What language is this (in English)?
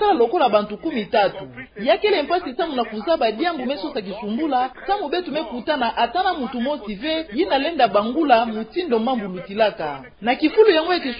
Kituba (Democratic Republic of Congo)